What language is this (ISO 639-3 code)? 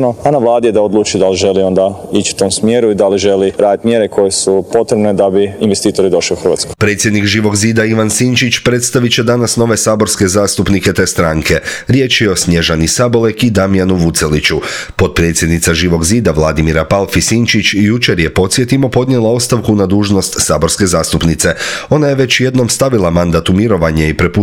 hrv